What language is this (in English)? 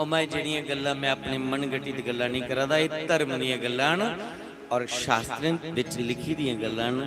Dogri